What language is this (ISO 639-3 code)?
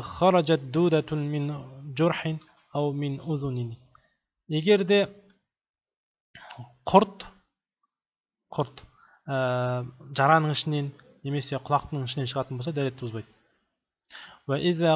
kaz